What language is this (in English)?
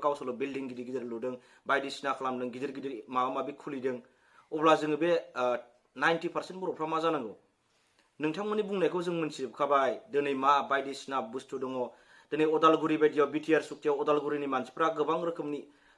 Bodo